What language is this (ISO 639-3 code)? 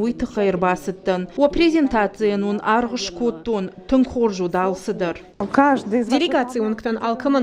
oss